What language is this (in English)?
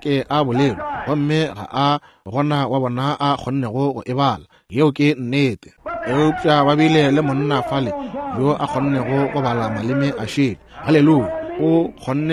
Northern Sotho